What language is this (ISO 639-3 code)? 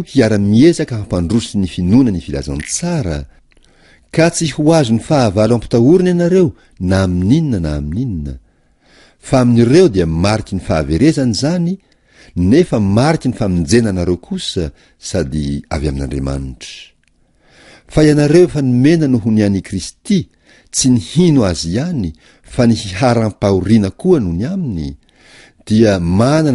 mlg